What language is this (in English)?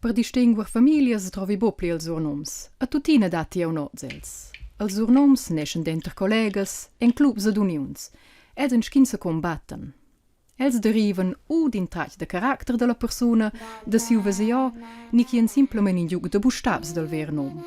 Romansh